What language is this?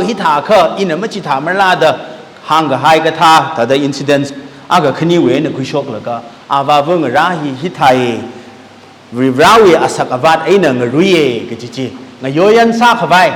Tangkhul Naga (India)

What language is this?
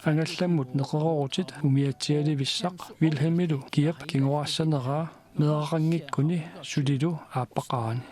Kalaallisut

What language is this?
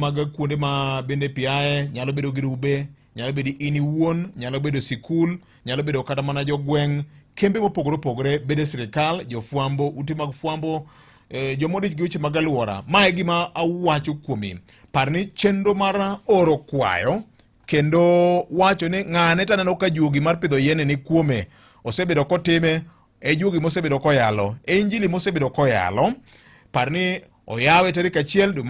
Luo (Kenya and Tanzania)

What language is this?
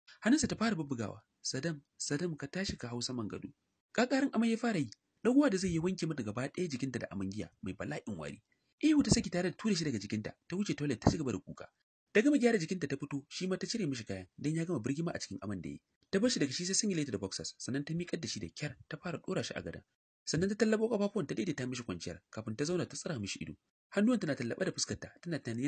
Hausa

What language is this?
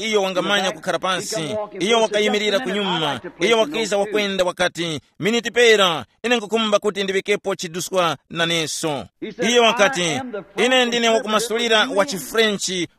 Tumbuka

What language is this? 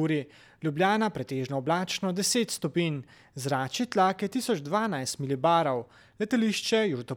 Slovenian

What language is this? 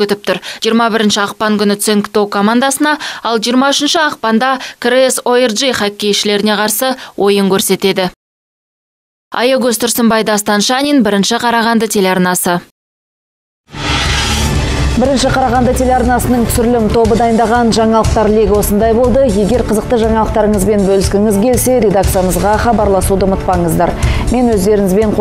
Kazakh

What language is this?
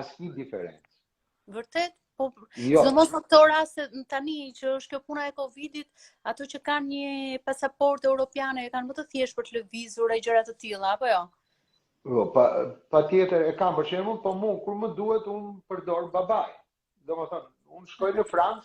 Albanian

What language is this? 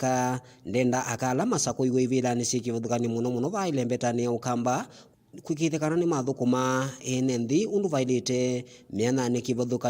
Kamba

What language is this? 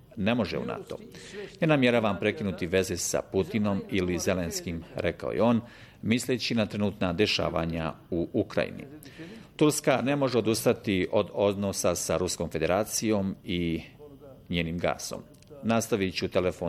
Bosnian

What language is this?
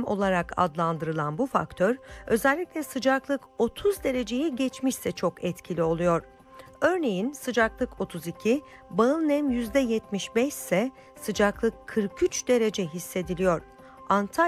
Turkish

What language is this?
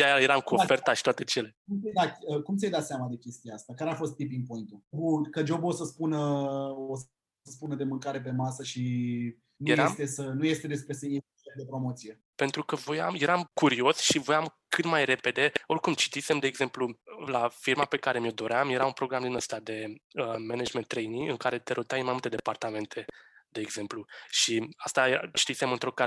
Romanian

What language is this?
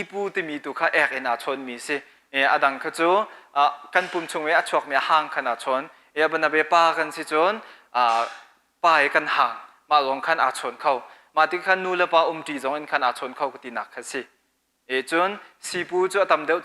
Hakha Chin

